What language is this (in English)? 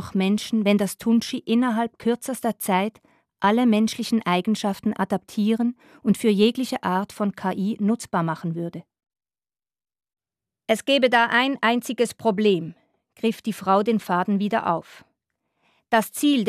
German